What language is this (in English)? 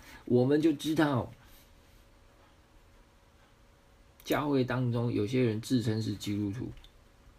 Chinese